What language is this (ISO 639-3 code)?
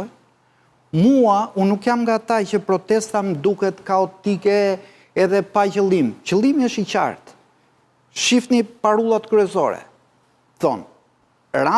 sqi